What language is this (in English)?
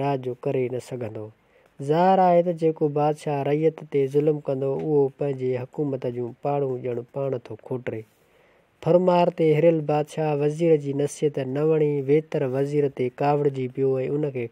Sindhi